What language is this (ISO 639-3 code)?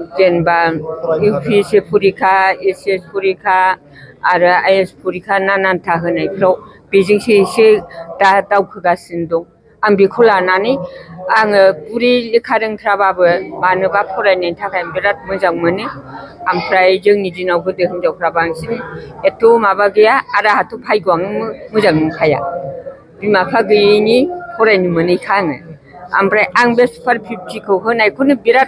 brx